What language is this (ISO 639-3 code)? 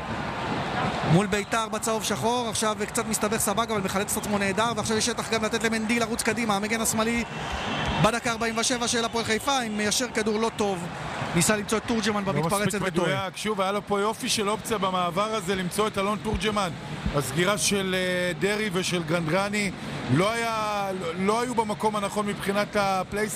heb